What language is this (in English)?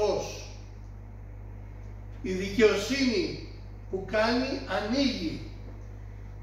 Greek